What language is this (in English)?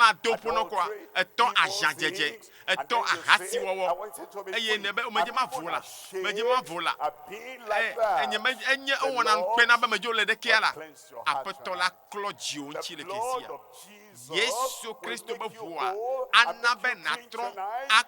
Ewe